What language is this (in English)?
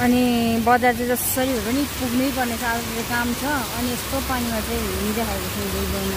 Nepali